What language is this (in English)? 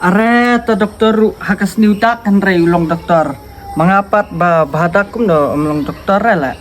Khasi